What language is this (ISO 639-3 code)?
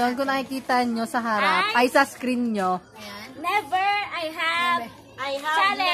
fil